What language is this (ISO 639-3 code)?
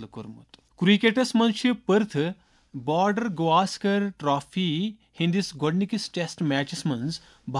kas